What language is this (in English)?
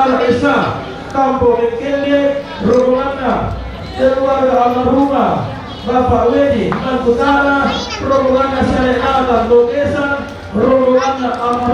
Toraja-Sa'dan